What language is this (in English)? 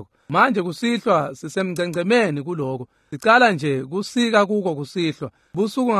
Swati